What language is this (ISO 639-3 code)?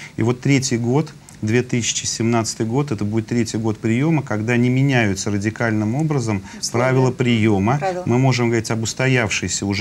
rus